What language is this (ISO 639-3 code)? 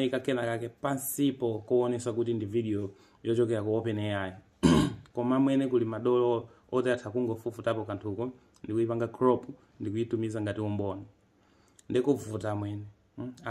nya